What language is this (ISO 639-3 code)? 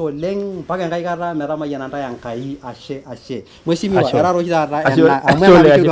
mas